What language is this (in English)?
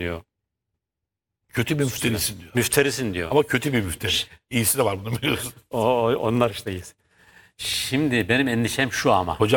Turkish